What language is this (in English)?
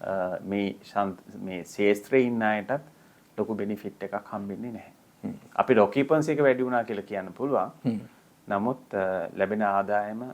Sinhala